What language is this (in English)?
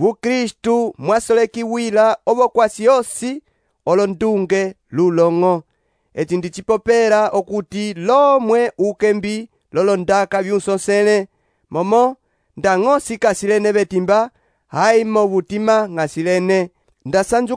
Umbundu